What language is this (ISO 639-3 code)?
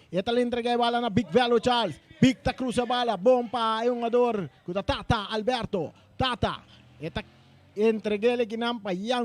pap